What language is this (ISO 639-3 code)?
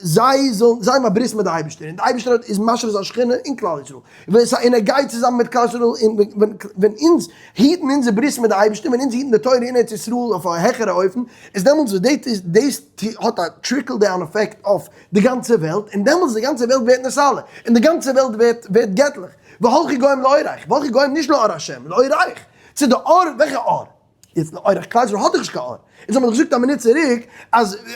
yid